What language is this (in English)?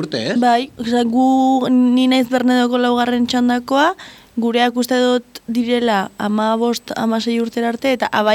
Basque